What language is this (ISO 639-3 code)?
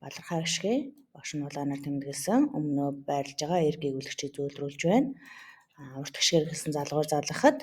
mon